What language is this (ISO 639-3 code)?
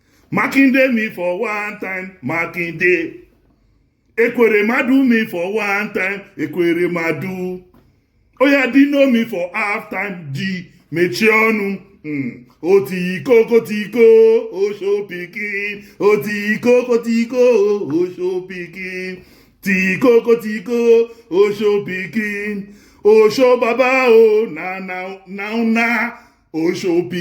pcm